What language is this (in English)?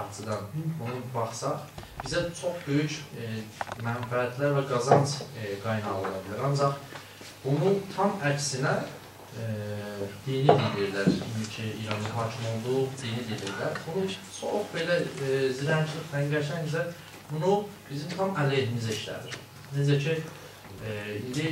South Azerbaijani